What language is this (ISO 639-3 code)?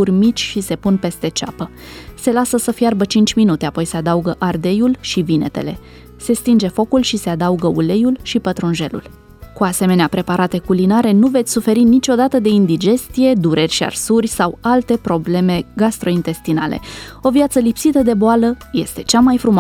ron